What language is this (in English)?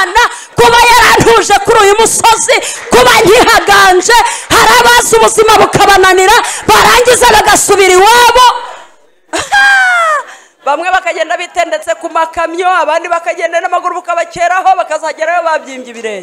Kinyarwanda